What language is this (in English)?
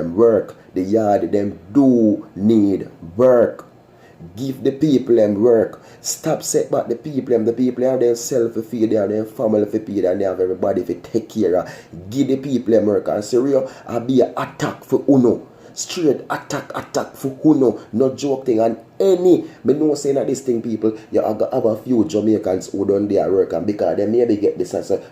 Jamaican Creole English